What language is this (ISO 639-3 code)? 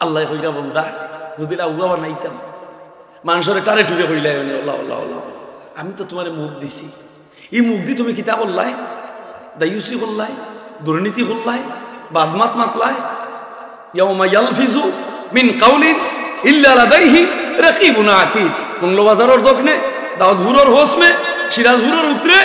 syl